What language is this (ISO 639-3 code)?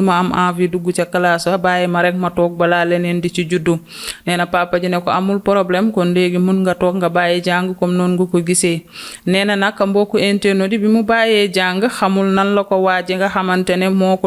wol